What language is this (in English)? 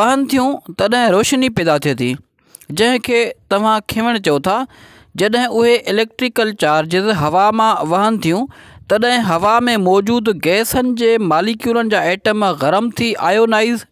Sindhi